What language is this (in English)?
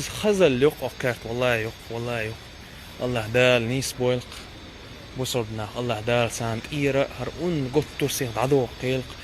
Chechen